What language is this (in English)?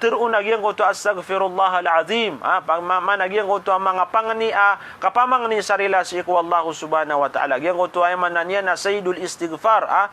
Maranao